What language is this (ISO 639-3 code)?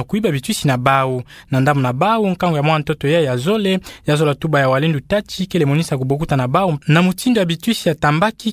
ktu